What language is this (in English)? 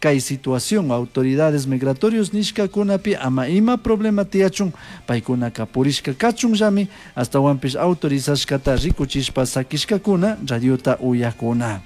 Chimborazo Highland Quichua